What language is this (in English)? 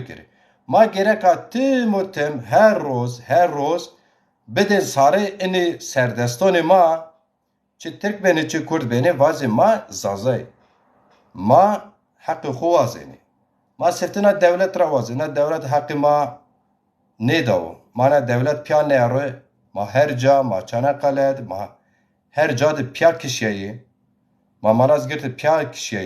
Zaza